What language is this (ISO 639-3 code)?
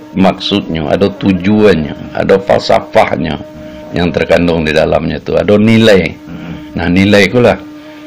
min